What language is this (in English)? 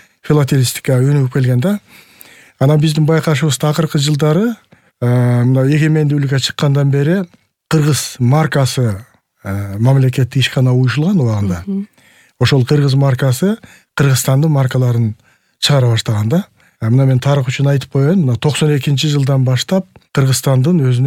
Kyrgyz